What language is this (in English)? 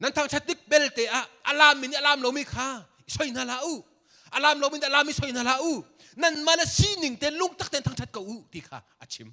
Hakha Chin